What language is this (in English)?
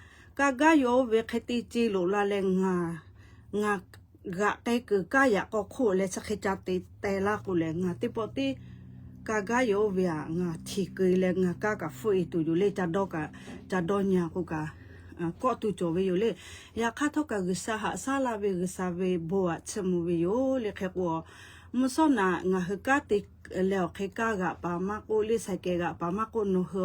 Lahu